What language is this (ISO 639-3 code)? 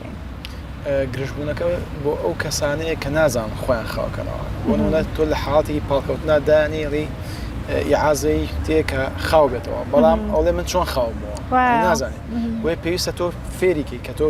ckb